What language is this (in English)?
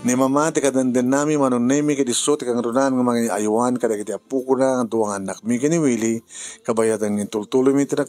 Iloko